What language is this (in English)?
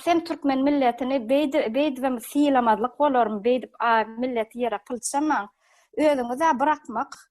Turkmen